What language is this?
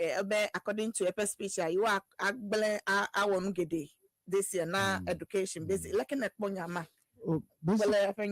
Ewe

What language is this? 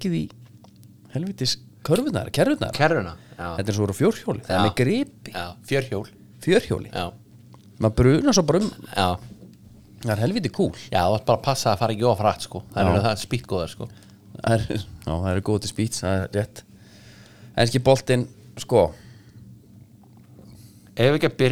Icelandic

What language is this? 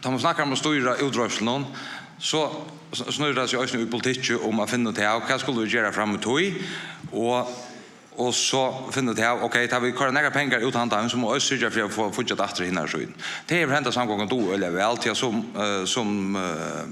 Faroese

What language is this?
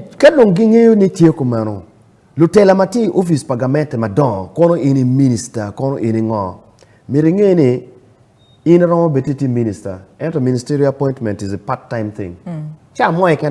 Acoli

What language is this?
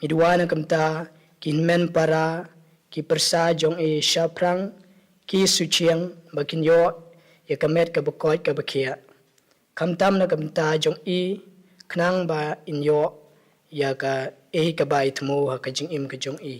Khasi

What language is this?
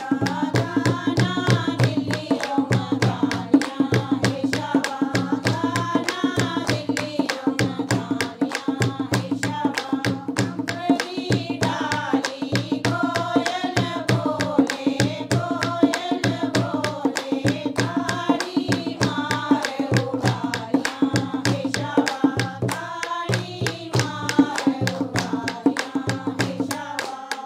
Dogri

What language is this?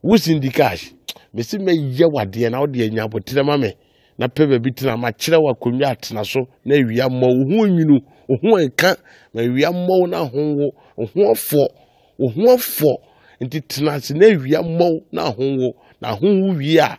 Akan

